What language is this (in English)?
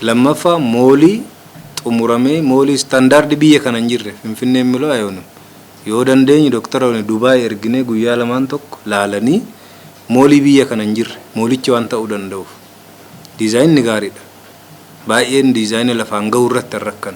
Oromo